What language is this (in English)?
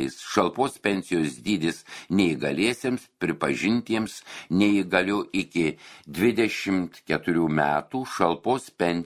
Lithuanian